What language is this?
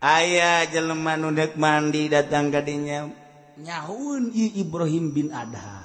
Sundanese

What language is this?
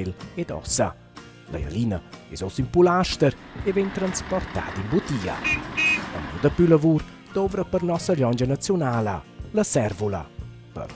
Romansh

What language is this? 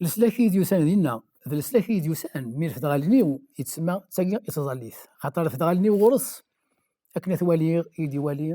Kabyle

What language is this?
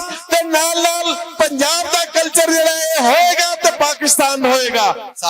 Western Panjabi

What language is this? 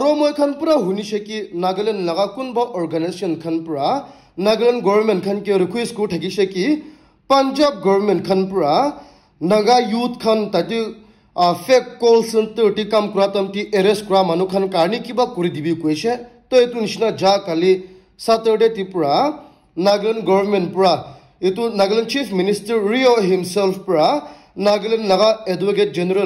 Naga Pidgin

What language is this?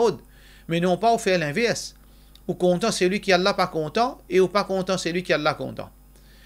Morisyen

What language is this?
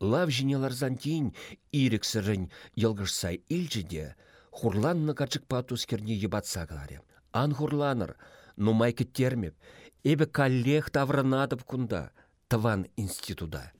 Chuvash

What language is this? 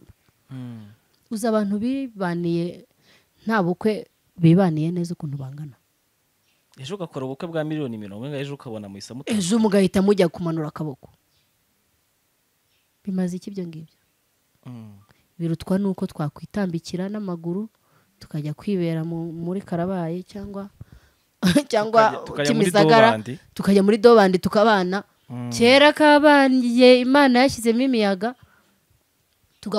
Kinyarwanda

